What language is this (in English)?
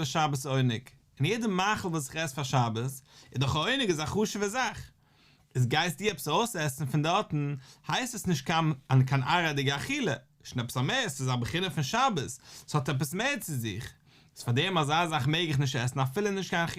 Yiddish